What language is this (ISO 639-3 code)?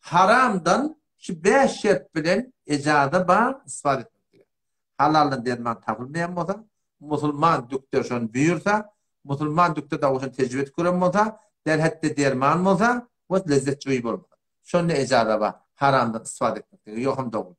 tuk